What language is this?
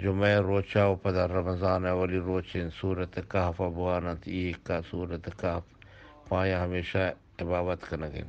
Eastern Balochi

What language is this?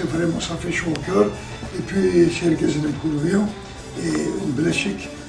Kabyle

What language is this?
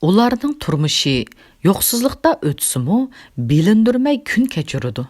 Uyghur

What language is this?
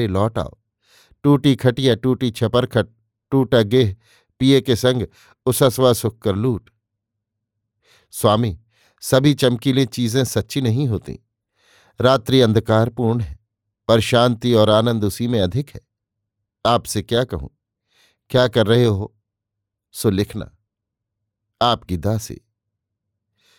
Hindi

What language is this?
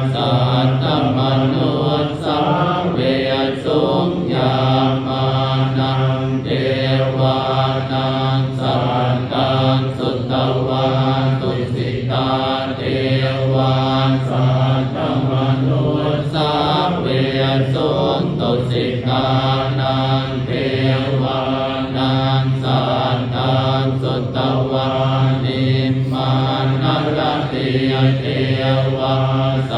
Pali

